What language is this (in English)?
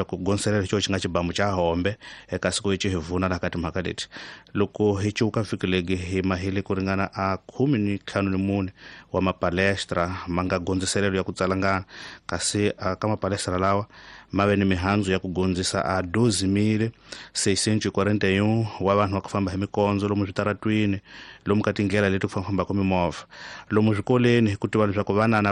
Tsonga